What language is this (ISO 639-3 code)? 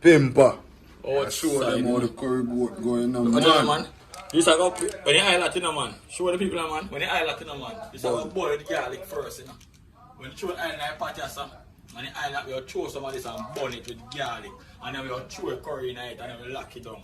jam